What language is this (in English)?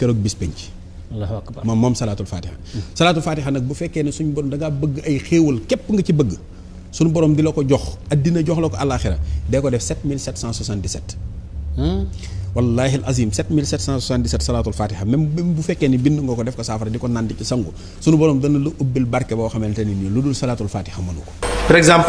Wolof